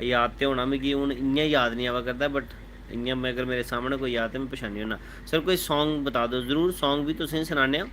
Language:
Dogri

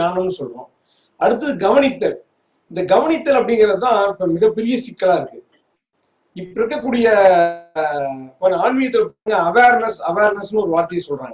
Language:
Tamil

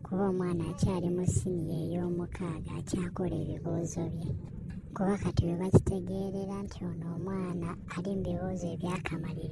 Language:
Ganda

